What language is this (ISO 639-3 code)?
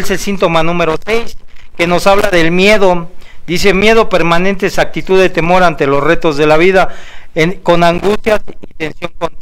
spa